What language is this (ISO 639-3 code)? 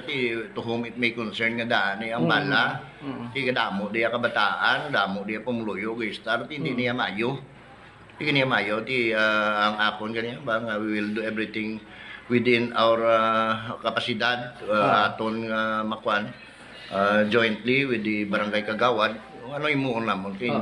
hil